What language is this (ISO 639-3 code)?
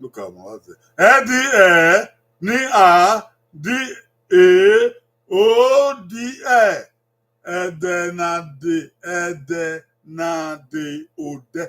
bin